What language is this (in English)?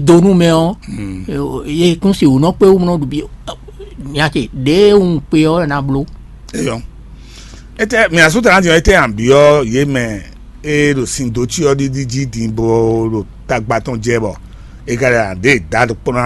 Fon